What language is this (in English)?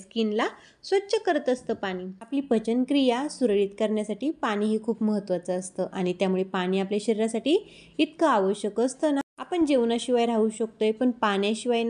Marathi